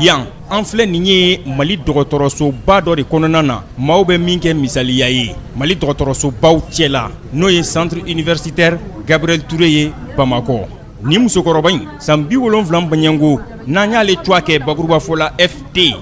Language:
Bambara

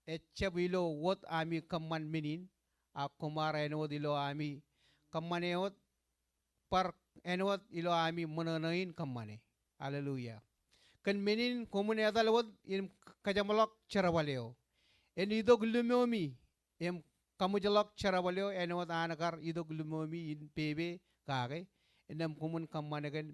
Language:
Marshallese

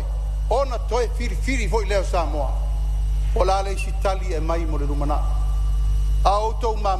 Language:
Samoan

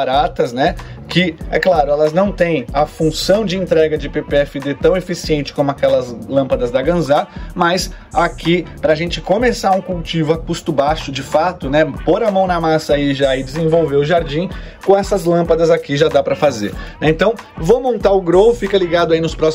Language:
Portuguese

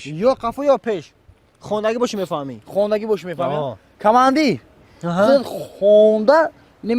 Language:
Tajik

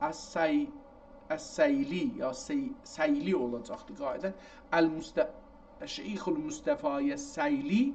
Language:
South Azerbaijani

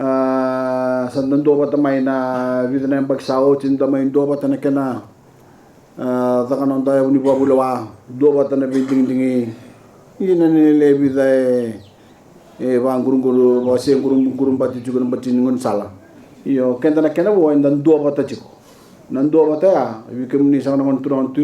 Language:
Fijian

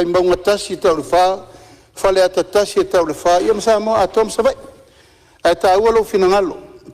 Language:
Samoan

